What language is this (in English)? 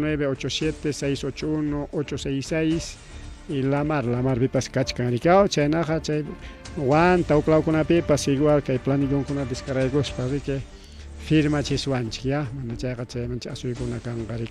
Ayacucho Quechua